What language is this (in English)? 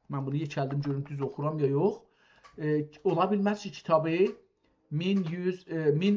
South Azerbaijani